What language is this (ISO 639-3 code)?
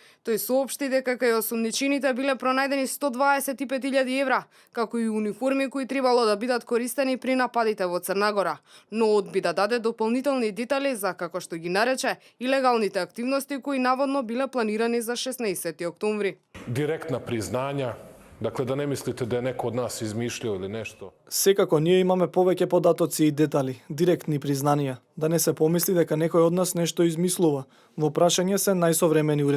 mkd